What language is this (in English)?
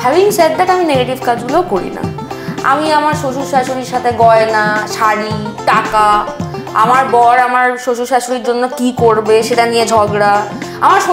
Bangla